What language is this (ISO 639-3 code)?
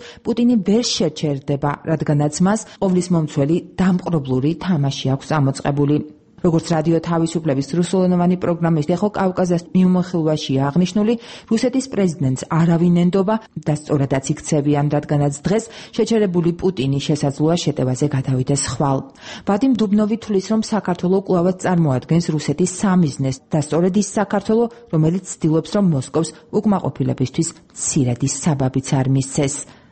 kat